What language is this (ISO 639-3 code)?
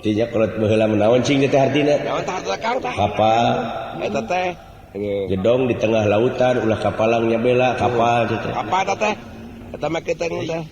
sun